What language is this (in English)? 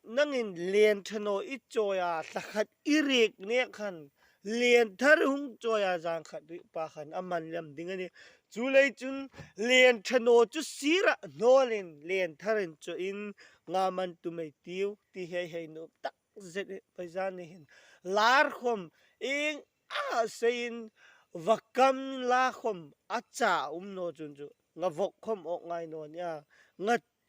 Hmar